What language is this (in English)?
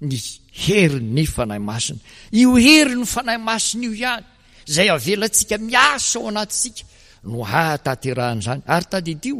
Malagasy